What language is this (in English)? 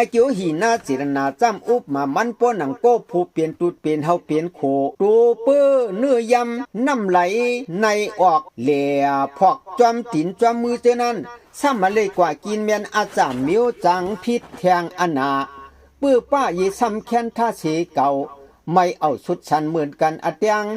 Shan